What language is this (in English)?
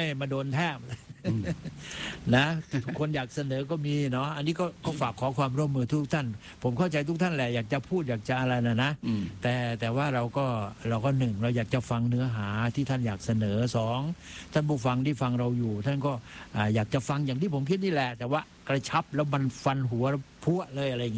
Thai